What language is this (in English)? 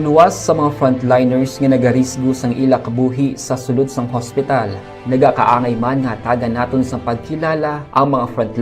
Hiligaynon